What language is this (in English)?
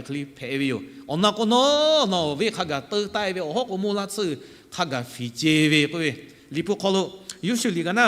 Lahu